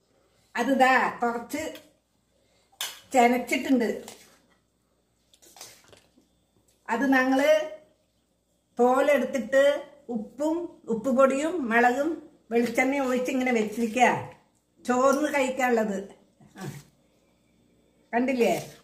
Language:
Malayalam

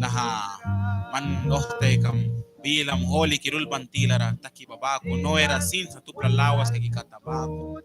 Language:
Mískito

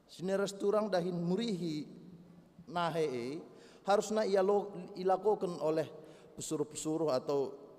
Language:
Batak Karo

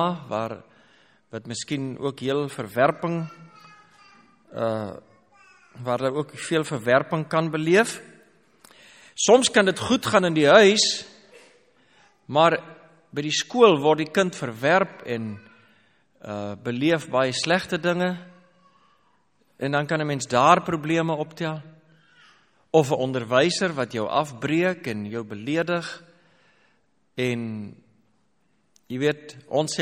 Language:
Afrikaans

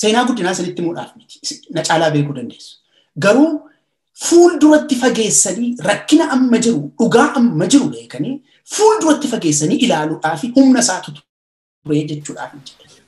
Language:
Oromo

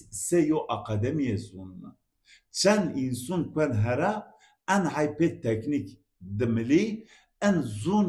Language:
Zaza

